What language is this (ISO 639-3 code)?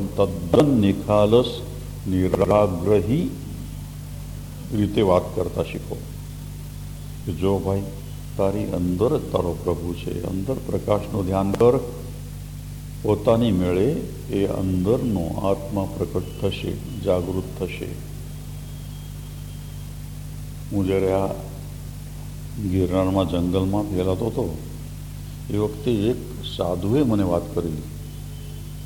guj